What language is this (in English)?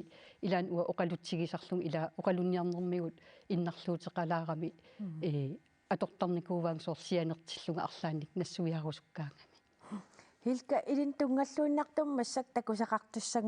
Kalaallisut